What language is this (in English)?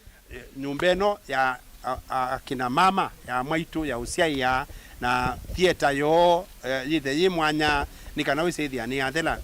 Kamba